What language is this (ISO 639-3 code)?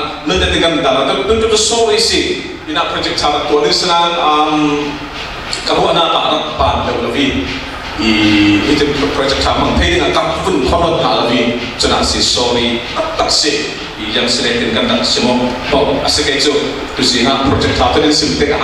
cfm